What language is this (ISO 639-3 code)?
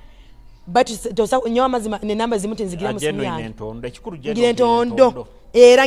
nyo